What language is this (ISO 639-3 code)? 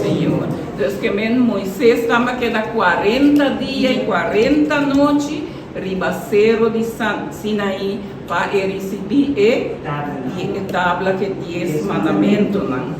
pap